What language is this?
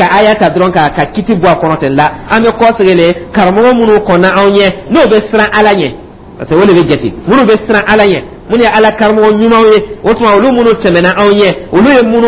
Dyula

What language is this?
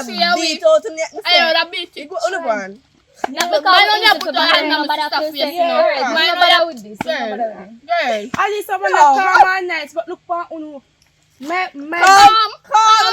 Jamaican Creole English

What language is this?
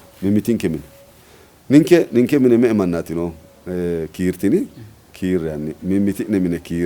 Sidamo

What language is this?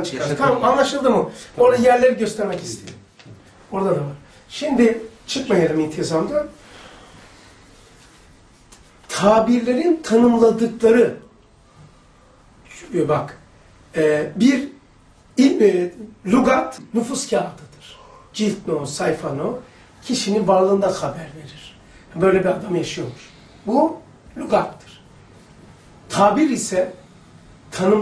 Turkish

